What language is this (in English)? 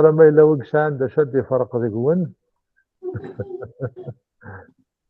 Kabyle